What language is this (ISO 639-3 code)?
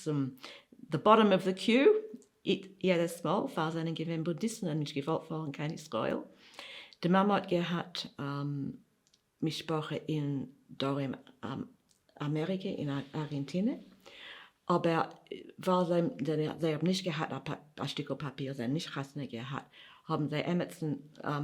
yid